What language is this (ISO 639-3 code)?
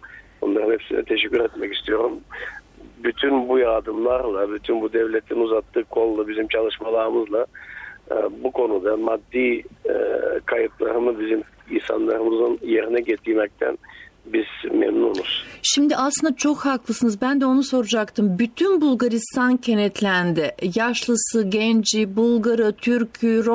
tur